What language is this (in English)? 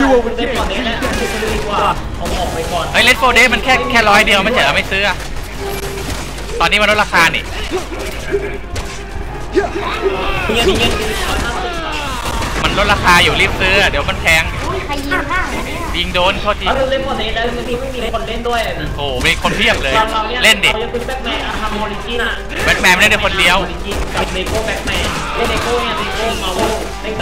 Thai